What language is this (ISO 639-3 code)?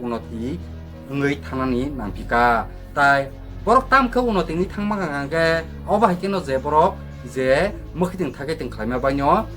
trp